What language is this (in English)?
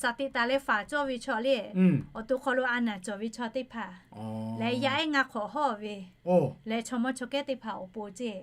Lahu